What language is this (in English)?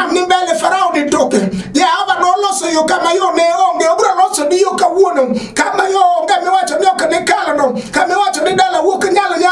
Luo (Kenya and Tanzania)